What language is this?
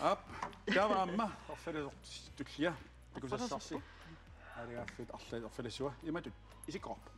Kalaallisut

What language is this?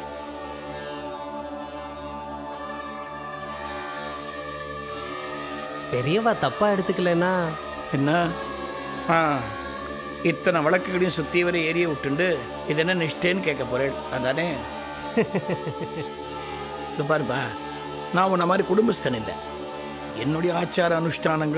Tamil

